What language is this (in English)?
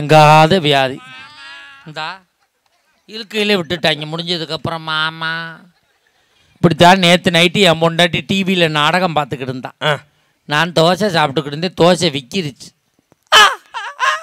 Tamil